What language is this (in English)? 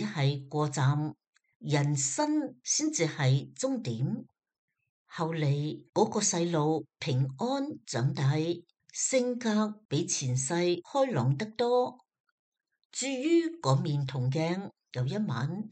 Cantonese